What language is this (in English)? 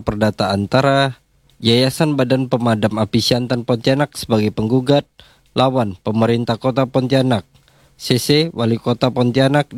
Indonesian